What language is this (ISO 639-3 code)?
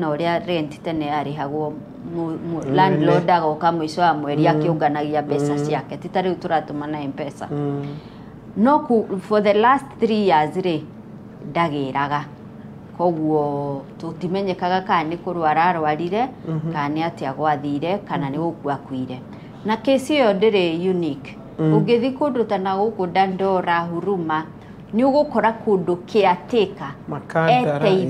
kik